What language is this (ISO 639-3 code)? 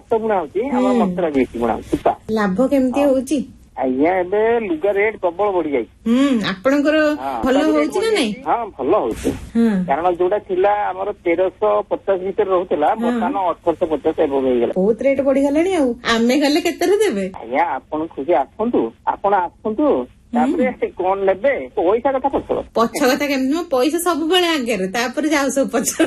ori